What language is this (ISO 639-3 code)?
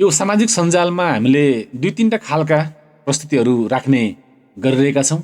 nep